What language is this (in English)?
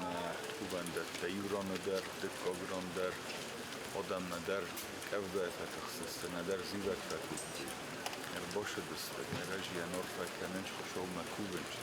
Ossetic